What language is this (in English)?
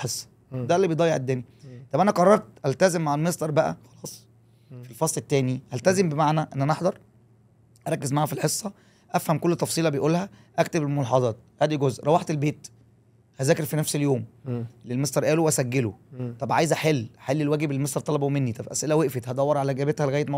Egyptian Arabic